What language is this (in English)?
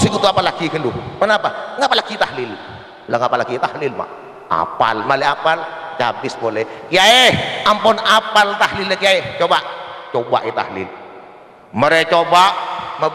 Madurese